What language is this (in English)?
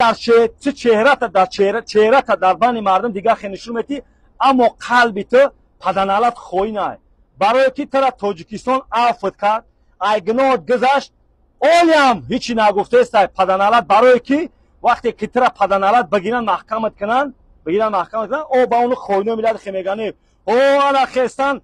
Tajik